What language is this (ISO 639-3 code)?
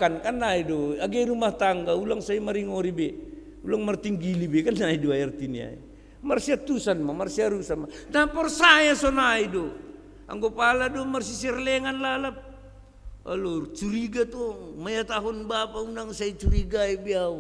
bts